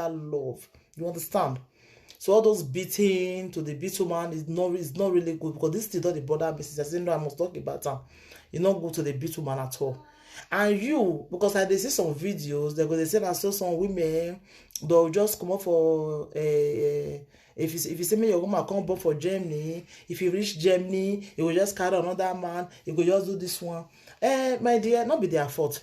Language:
Nigerian Pidgin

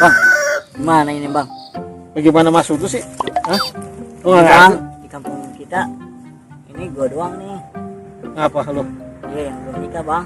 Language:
Betawi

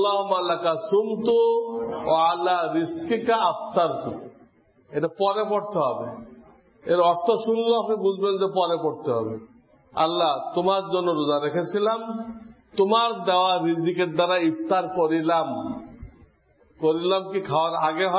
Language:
Bangla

